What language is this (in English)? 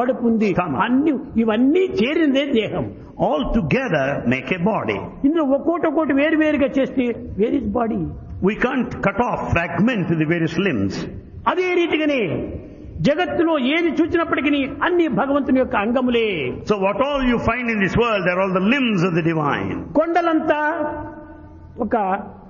Telugu